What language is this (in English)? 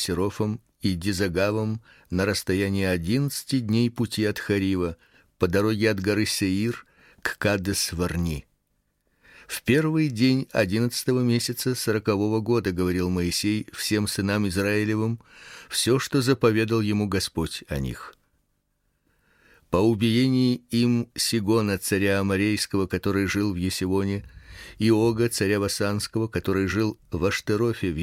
Russian